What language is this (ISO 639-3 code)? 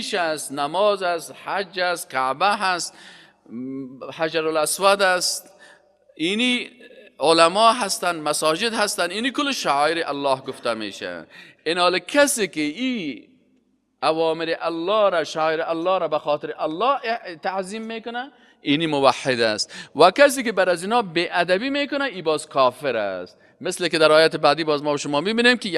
fas